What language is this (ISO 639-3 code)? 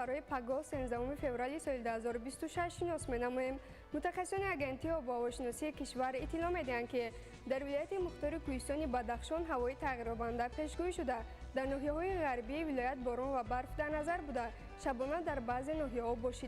tgk